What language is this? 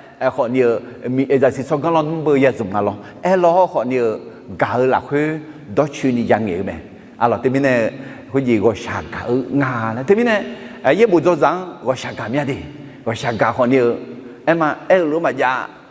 Akha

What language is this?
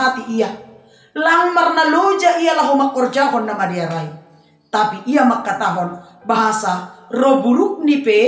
Batak Simalungun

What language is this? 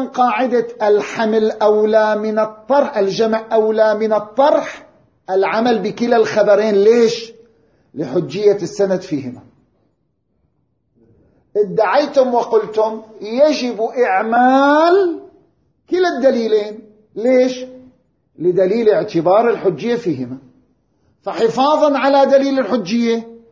Arabic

